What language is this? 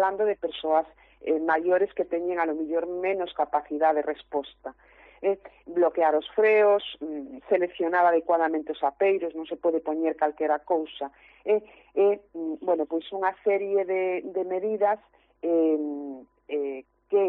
Galician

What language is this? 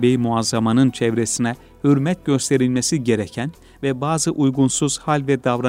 Turkish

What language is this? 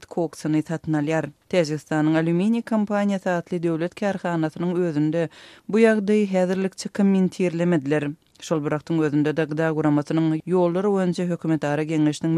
Turkmen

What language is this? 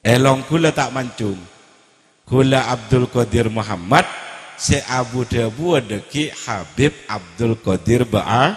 Madurese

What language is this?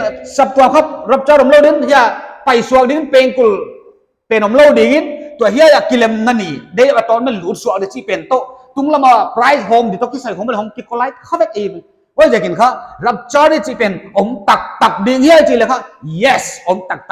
Paite Chin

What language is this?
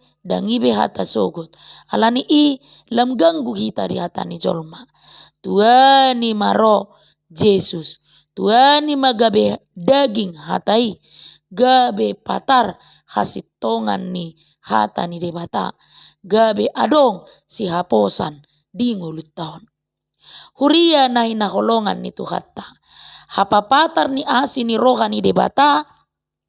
Batak Toba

